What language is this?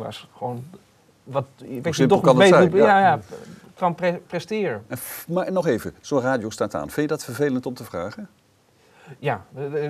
Dutch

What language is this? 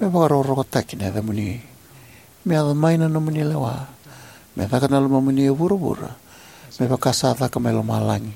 Fijian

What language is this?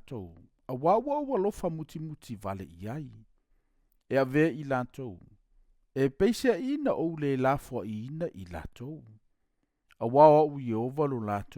Samoan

